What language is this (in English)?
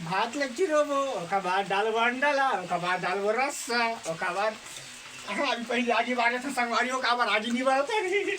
Chhattisgarhi